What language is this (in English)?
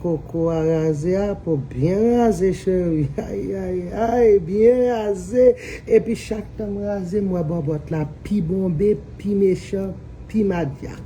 Haitian Creole